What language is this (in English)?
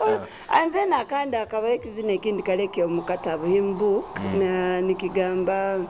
Nyoro